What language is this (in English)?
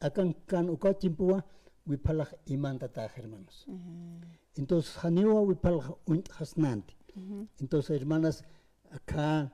Aymara